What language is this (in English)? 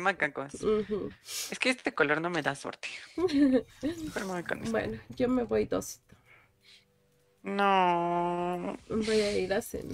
Spanish